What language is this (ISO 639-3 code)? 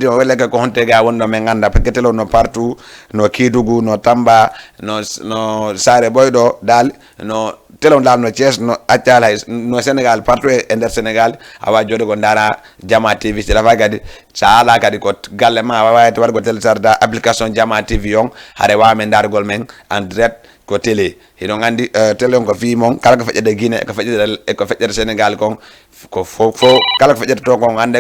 ful